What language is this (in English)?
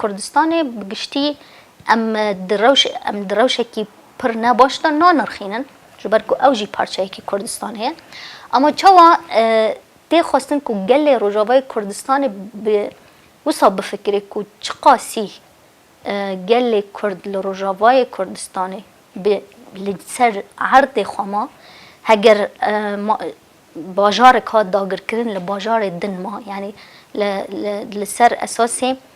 Kurdish